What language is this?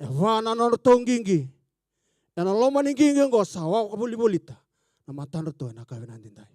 Fijian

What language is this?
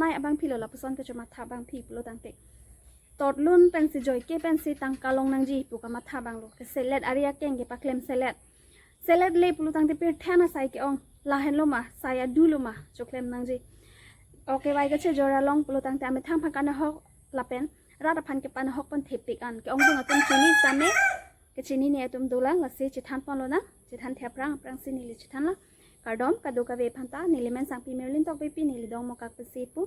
Karbi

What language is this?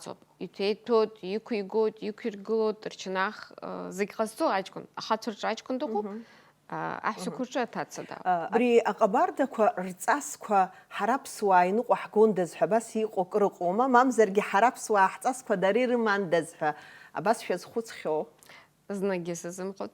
Abkhazian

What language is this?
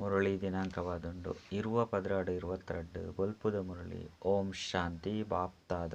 Tulu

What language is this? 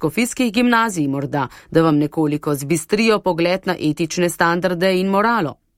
Slovenian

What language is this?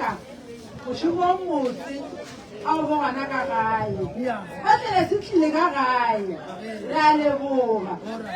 Northern Sotho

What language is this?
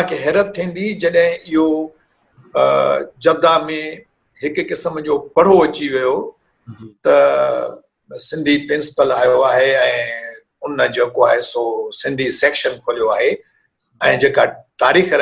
Sindhi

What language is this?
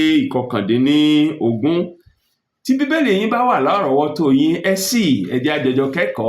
Yoruba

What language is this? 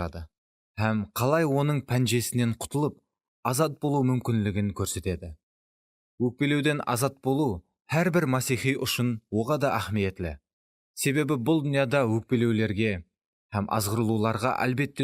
Kara-Kalpak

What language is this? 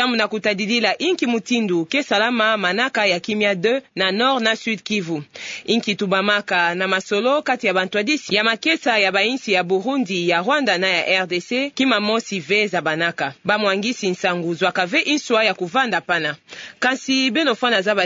Kituba (Democratic Republic of Congo)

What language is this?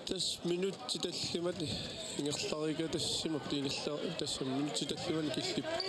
Kalaallisut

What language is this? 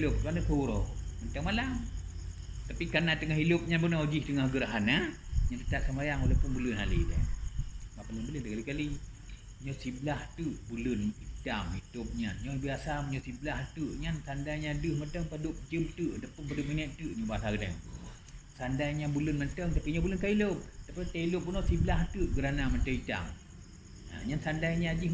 Achinese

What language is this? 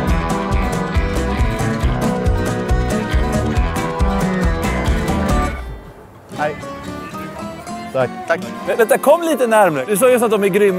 Swedish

